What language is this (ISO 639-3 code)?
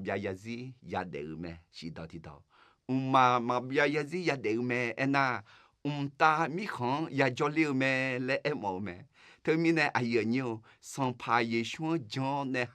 ahk